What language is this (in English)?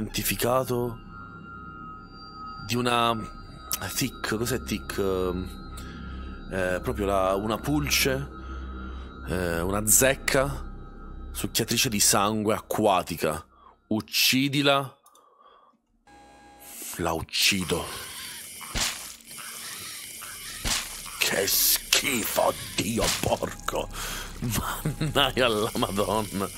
Italian